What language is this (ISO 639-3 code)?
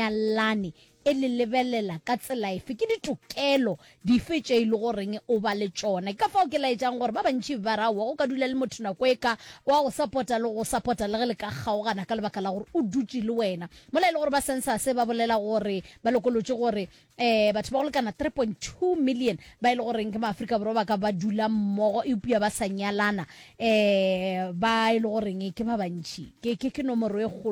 nso